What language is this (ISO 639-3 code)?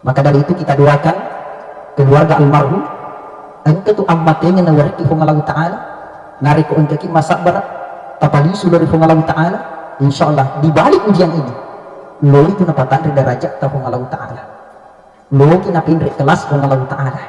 bug